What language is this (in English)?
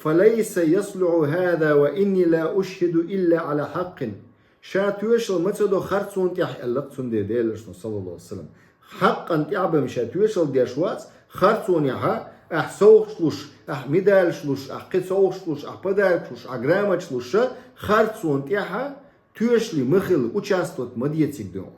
Chechen